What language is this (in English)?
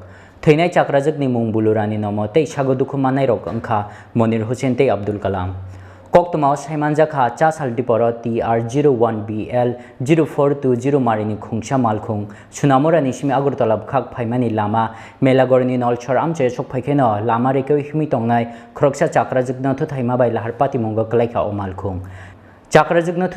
Kok Borok